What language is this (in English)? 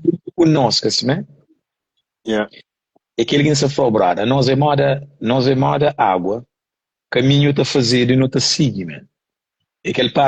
Kabuverdianu